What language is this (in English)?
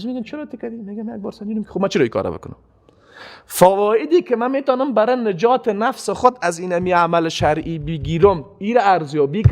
Persian